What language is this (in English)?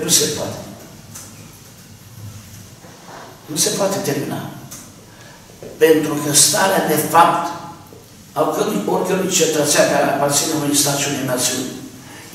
Romanian